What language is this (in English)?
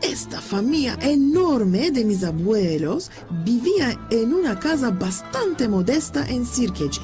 Ladino